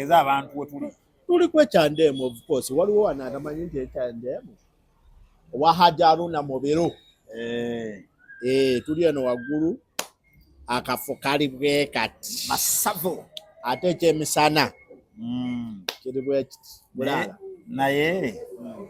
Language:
Ganda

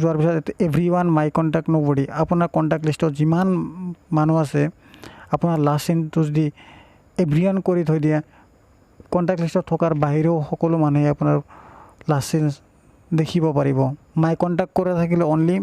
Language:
Assamese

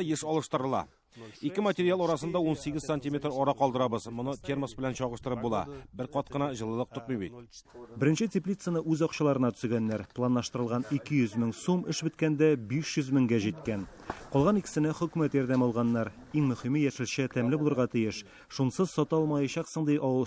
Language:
Tatar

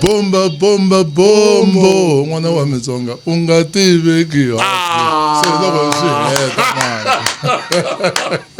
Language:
Tsonga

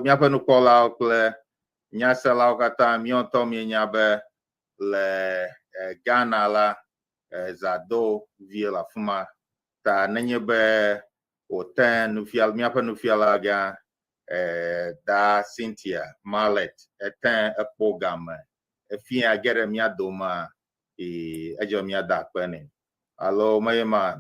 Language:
Ewe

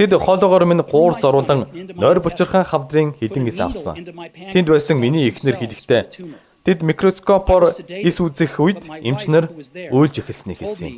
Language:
Mongolian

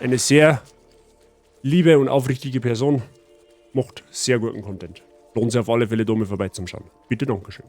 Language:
Bavarian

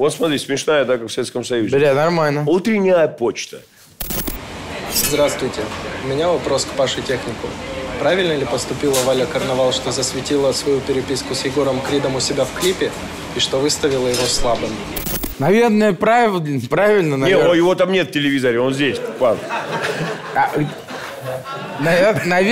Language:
Russian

